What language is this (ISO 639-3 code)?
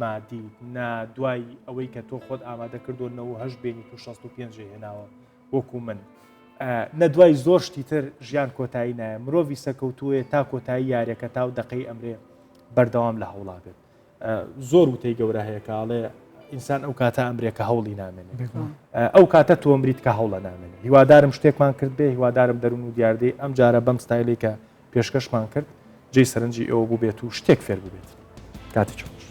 ckb